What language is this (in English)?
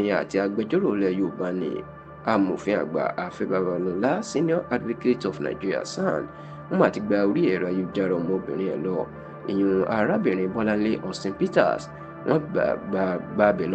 Yoruba